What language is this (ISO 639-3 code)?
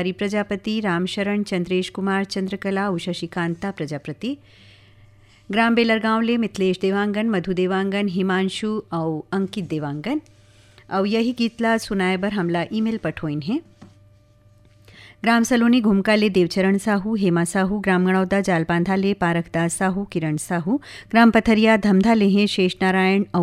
hne